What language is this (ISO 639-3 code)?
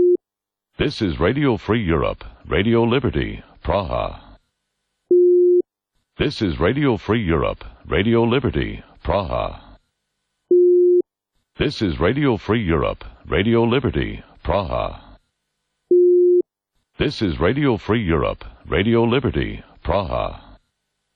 eng